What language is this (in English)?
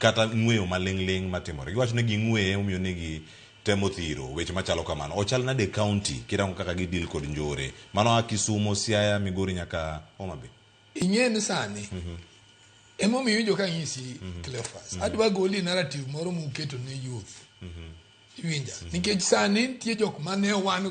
Luo (Kenya and Tanzania)